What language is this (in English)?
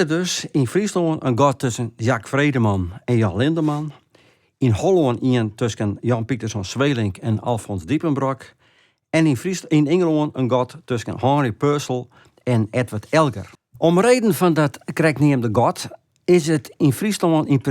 Western Frisian